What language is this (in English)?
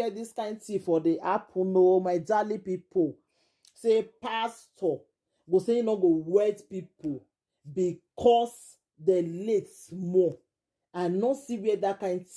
Nigerian Pidgin